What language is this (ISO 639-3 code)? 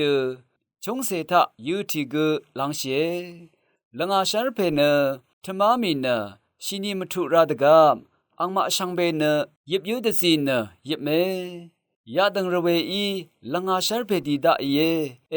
raw